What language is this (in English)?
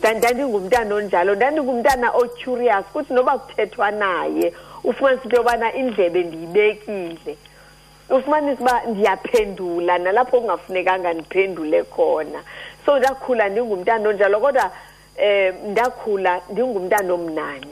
Xhosa